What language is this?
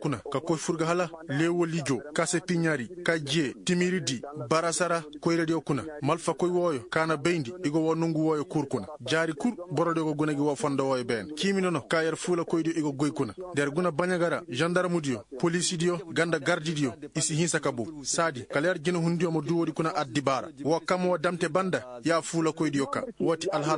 Koyraboro Senni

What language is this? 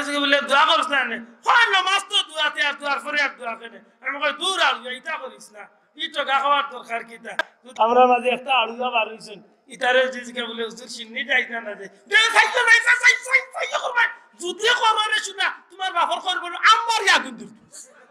Sylheti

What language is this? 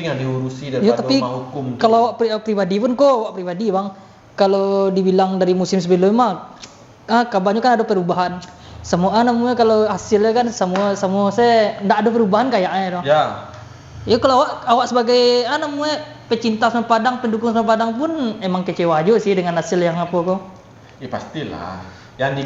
Minangkabau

